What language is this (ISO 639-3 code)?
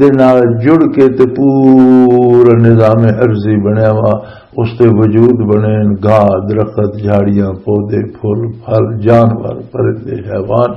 lah